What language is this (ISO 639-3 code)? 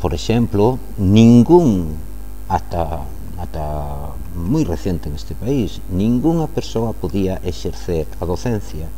glg